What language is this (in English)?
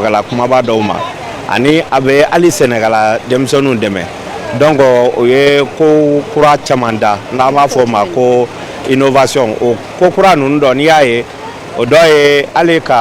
Bambara